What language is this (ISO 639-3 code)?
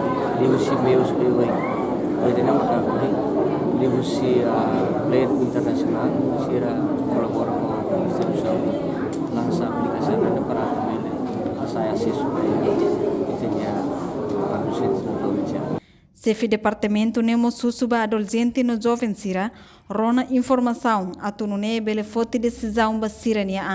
tet